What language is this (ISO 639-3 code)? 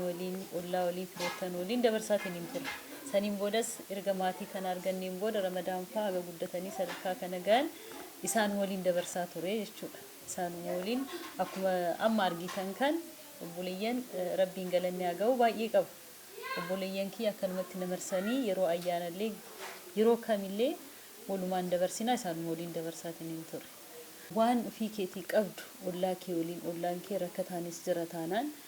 orm